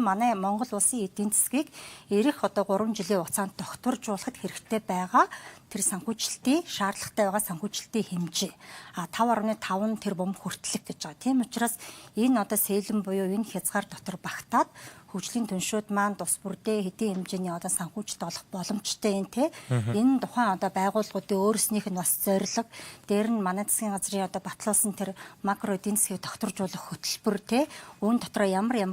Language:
Mongolian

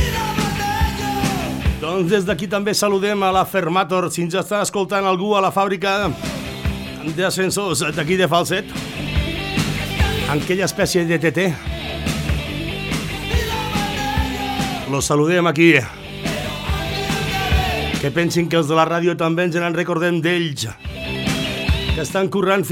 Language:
Catalan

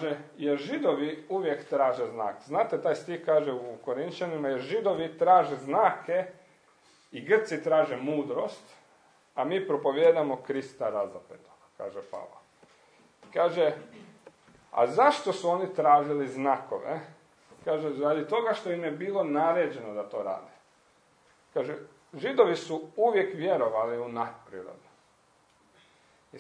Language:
Croatian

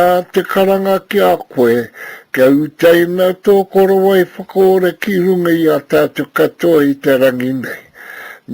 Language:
Māori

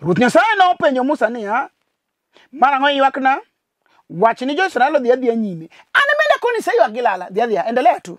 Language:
Luo (Kenya and Tanzania)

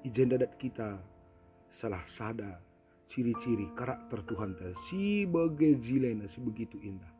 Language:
Batak Karo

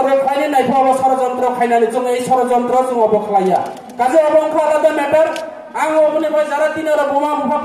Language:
Riang (India)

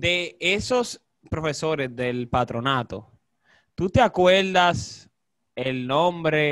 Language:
Spanish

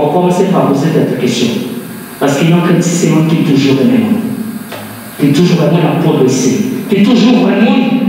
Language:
Haitian Creole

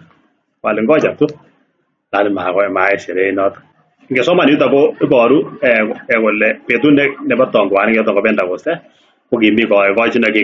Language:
Kalenjin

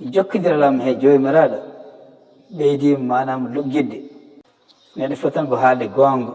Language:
Fula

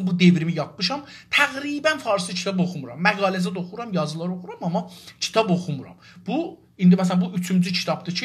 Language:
South Azerbaijani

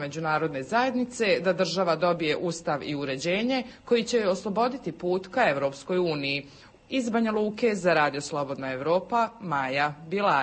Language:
Serbian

